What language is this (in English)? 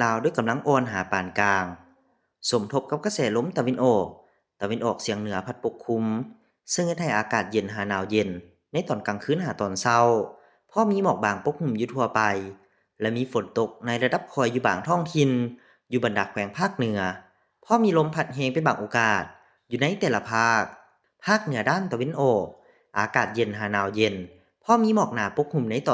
Lao